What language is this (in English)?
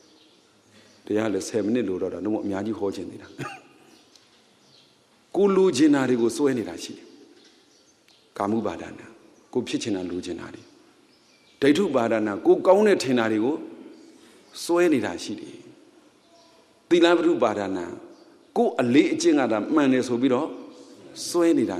Burmese